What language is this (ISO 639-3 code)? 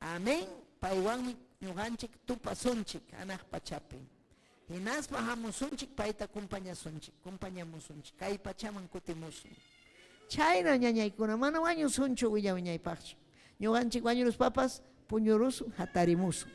quy